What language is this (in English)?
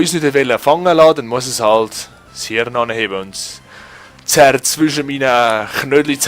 Swiss German